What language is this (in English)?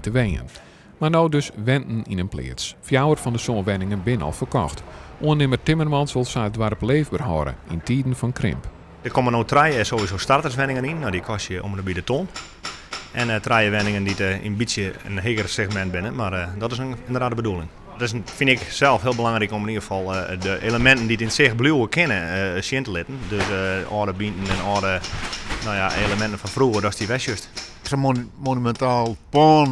Western Frisian